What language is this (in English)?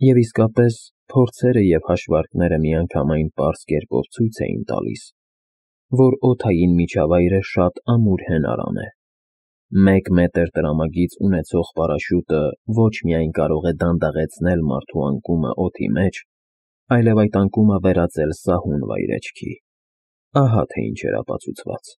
Armenian